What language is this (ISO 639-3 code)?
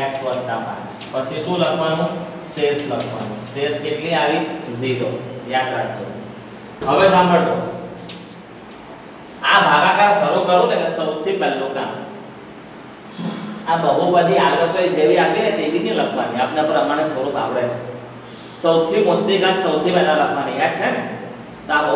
guj